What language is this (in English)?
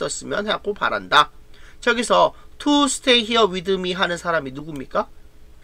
Korean